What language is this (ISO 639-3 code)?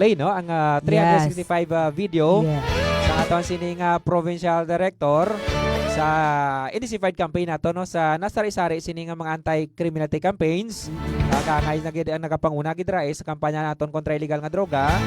hil